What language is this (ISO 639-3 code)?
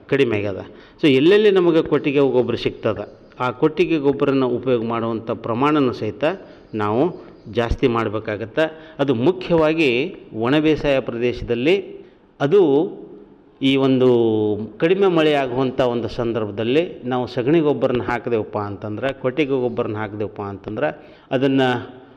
kan